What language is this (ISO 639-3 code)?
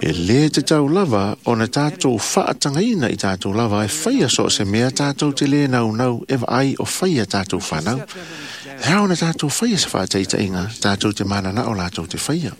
smo